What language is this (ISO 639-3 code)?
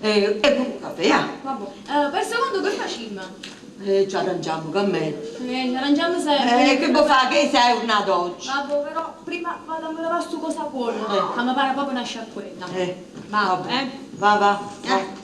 nap